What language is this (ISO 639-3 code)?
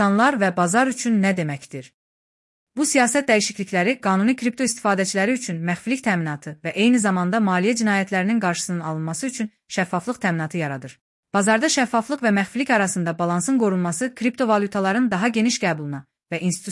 aze